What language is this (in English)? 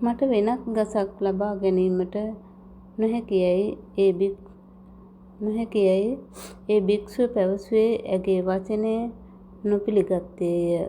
Sinhala